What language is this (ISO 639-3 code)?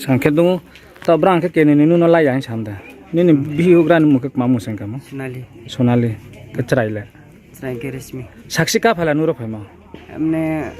ria